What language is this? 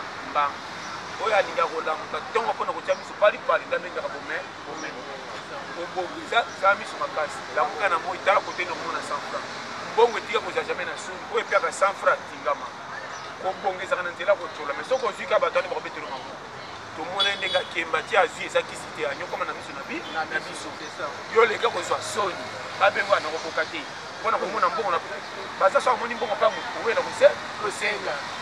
Lingala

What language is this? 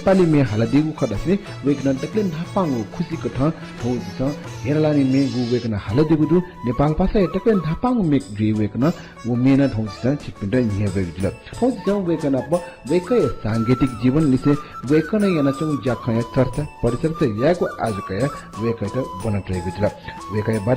Newari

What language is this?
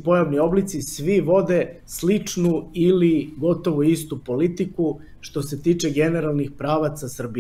Serbian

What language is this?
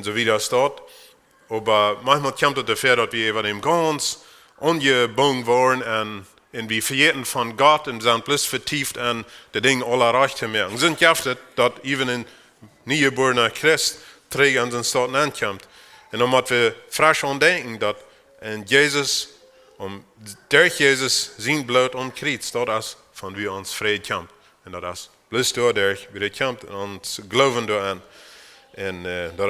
Plautdietsch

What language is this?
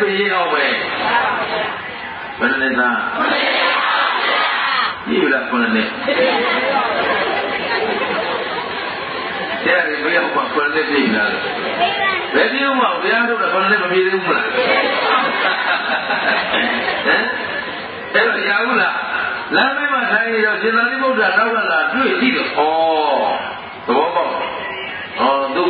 Burmese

